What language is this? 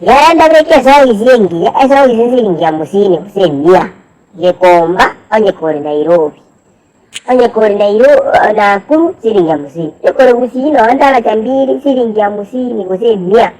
Gusii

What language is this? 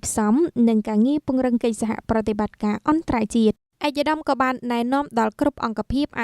Khmer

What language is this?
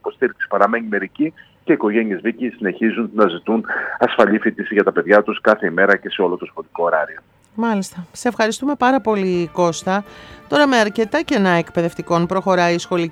Greek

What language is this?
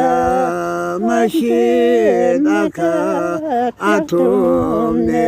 Tangkhul Naga (India)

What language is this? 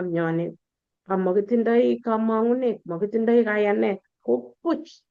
Kalenjin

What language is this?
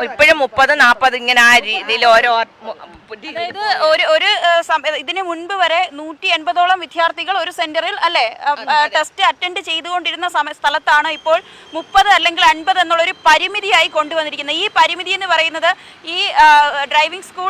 Malayalam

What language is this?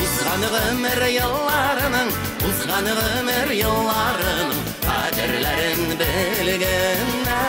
Bashkir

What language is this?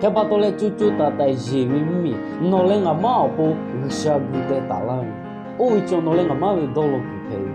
Lahu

